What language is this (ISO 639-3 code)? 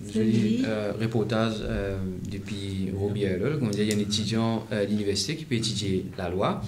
mfe